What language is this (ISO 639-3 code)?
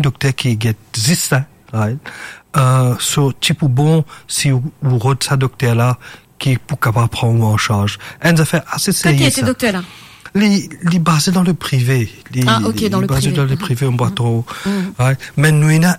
mfe